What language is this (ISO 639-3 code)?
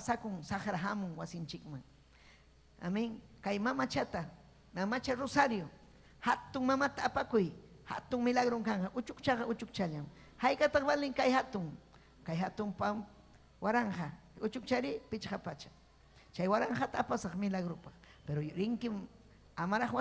quy